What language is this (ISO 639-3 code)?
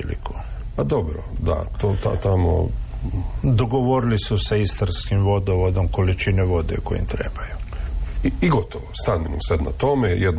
hrv